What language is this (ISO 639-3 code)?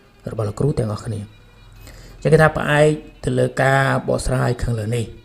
khm